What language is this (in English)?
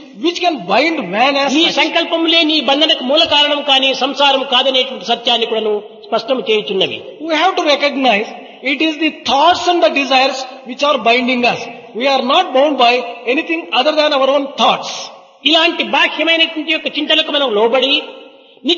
Telugu